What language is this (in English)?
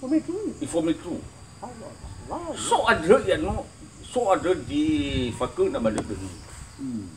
Nias